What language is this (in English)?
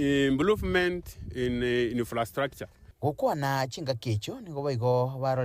Gusii